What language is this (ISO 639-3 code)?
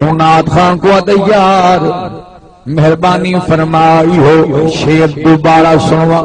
skr